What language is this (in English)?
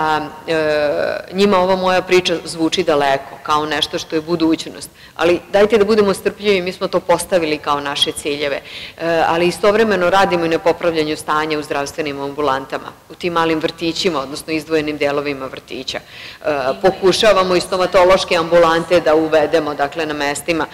Serbian